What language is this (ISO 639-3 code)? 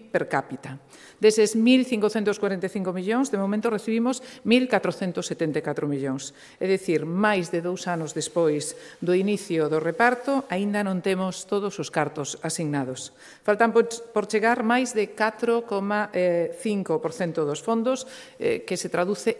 glg